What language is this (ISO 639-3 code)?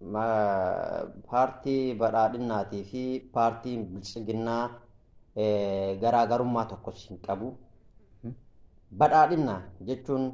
orm